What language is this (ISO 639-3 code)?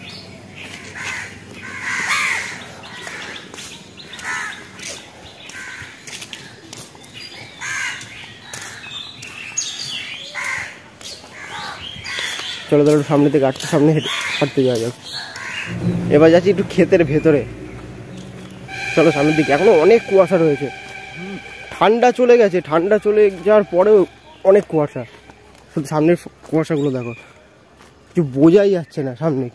ben